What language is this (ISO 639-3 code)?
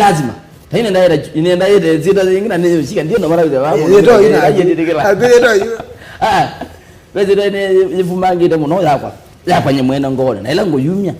kam